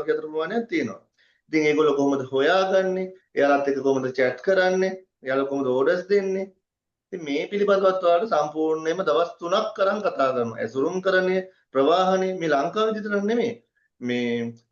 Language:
Sinhala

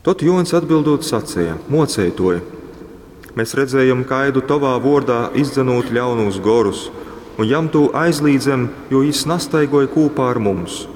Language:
Latgalian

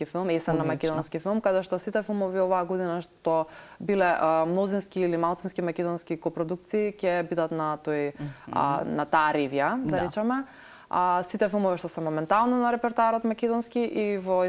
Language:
Macedonian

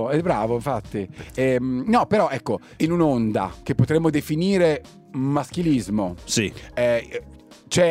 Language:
Italian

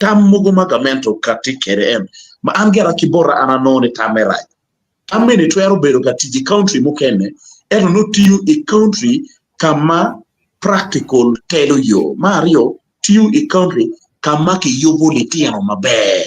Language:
Acoli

